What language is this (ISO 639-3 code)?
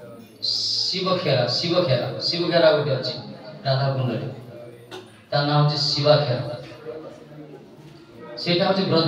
ori